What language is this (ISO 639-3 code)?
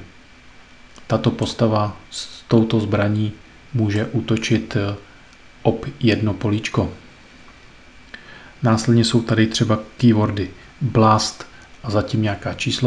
ces